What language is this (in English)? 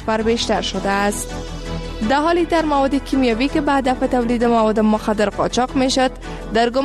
Persian